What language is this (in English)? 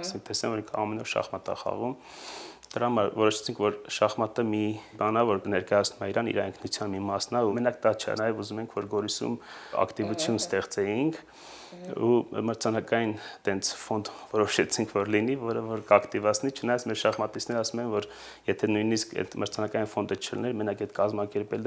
Armenian